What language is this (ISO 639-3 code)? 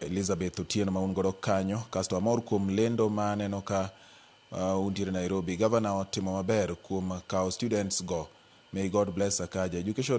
luo